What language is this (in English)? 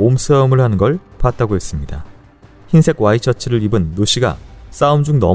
Korean